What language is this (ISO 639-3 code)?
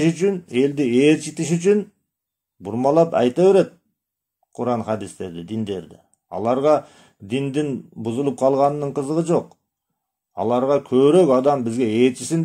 kir